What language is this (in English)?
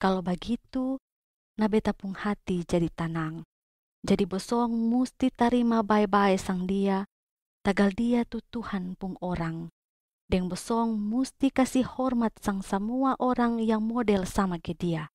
Kupang Malay